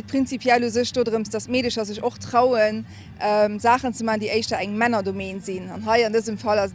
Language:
Luxembourgish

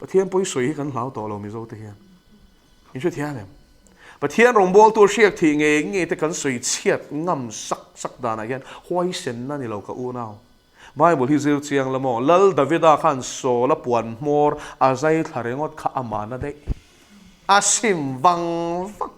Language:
Mizo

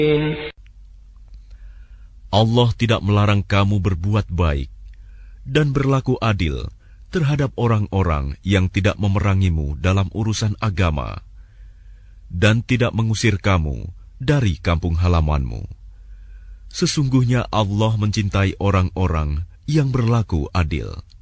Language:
Indonesian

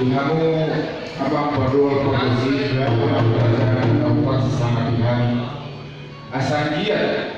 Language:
Batak Toba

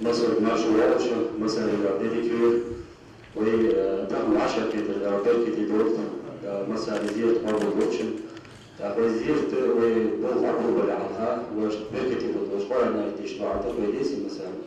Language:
Ingush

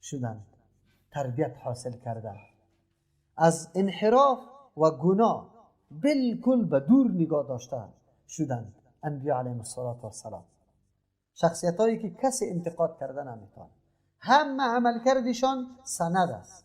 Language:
Persian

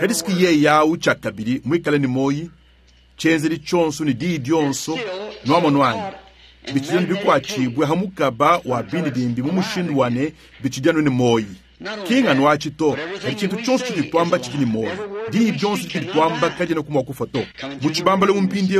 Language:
Luba-Lulua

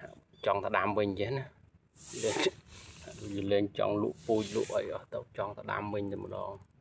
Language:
Khmer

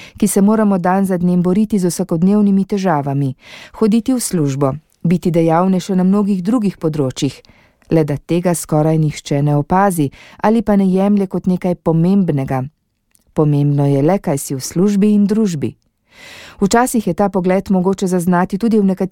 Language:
Slovenian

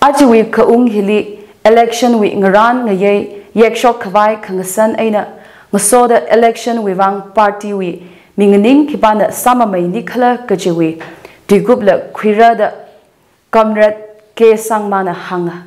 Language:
Tangkhul Naga (India)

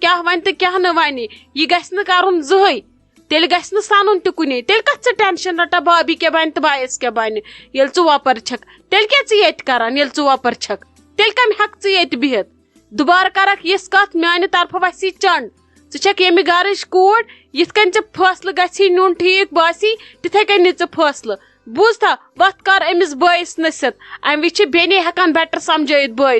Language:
Kashmiri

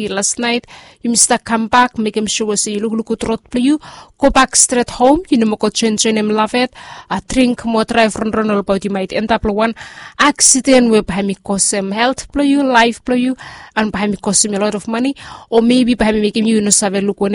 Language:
Bislama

